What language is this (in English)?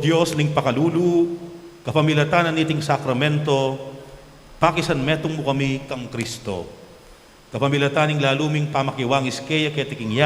Pampanga